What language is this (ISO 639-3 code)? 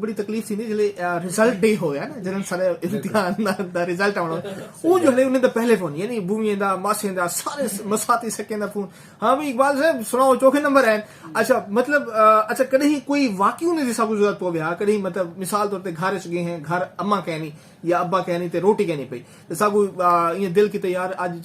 skr